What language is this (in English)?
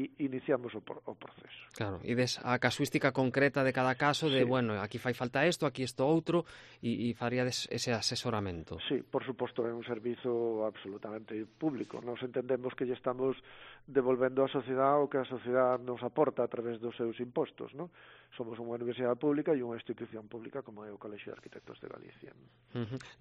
Galician